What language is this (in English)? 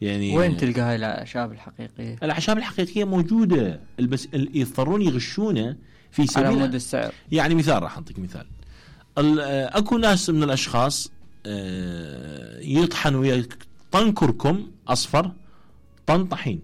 Mesopotamian Arabic